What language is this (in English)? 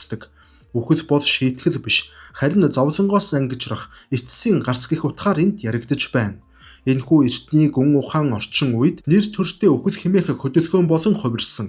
Mongolian